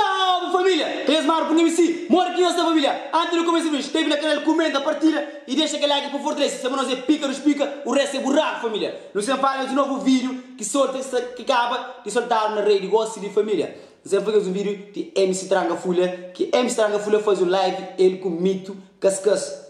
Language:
Kabuverdianu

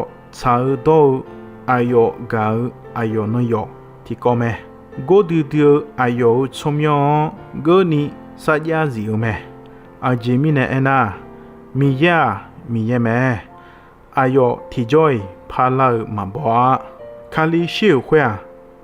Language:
Akha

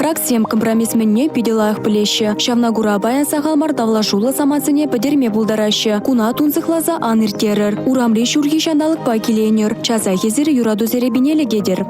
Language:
Chuvash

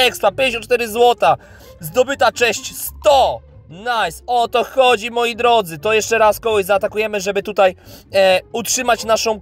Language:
Polish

